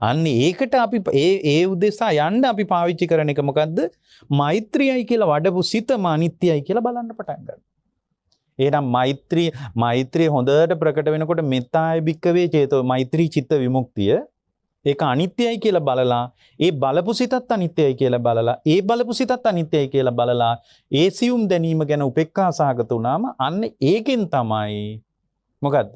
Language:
Sinhala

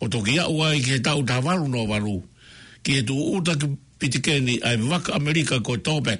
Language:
Tongan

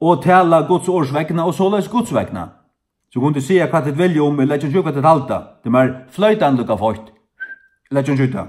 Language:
Faroese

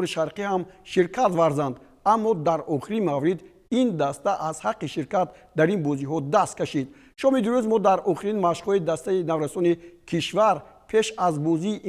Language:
Tajik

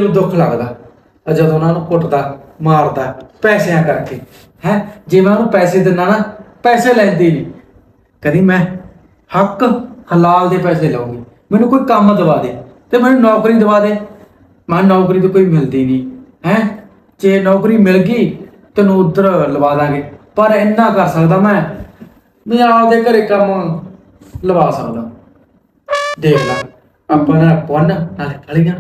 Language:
Punjabi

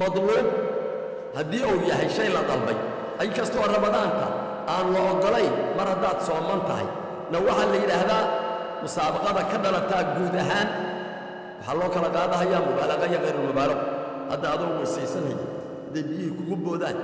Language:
Somali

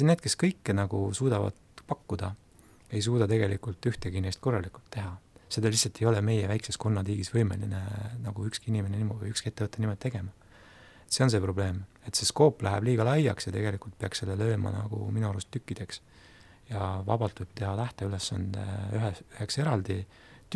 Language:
Estonian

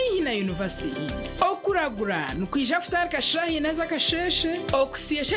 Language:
Nyankole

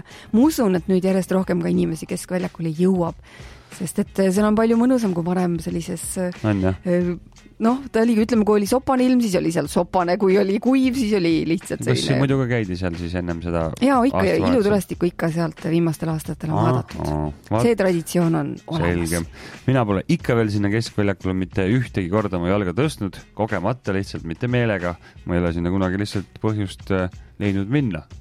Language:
Estonian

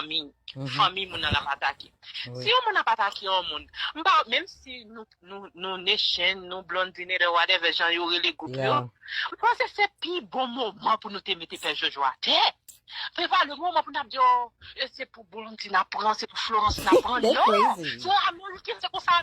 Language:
Haitian Creole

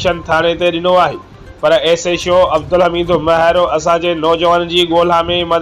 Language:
Sindhi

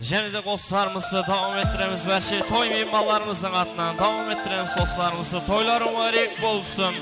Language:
Kara-Kalpak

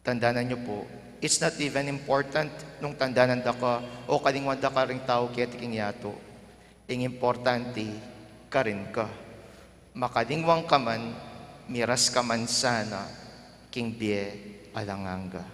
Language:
Pampanga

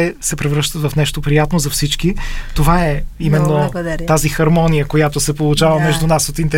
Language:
Bulgarian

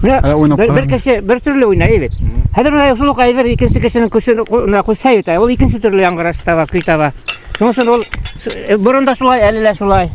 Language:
Bashkir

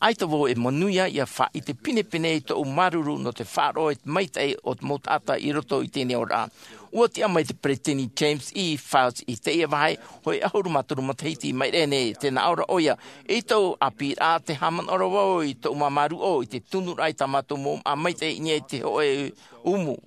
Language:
Tahitian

